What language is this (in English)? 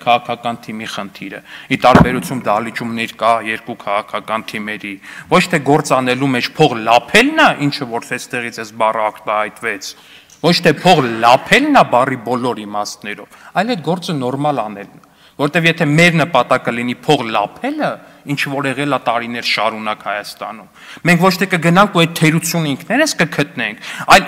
Armenian